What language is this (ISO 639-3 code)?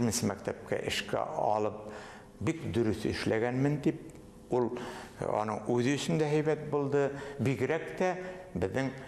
bak